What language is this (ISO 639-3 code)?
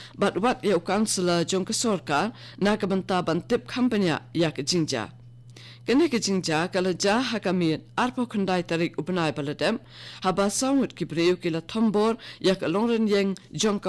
kha